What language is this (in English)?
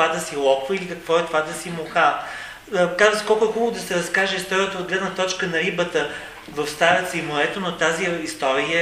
Bulgarian